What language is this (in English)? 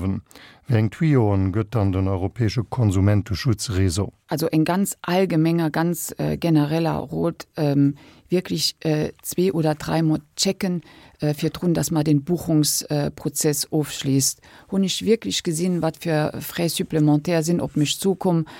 Luxembourgish